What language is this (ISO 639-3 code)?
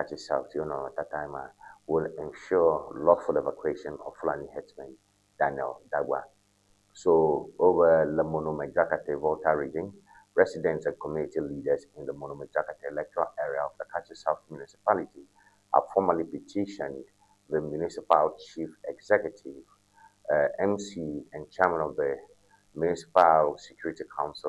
ewe